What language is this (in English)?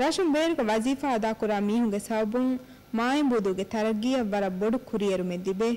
Divehi